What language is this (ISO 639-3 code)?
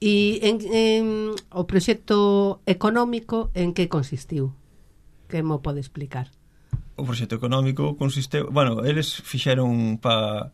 glg